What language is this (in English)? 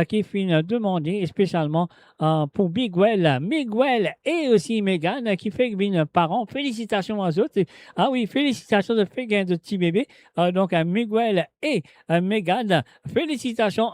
Morisyen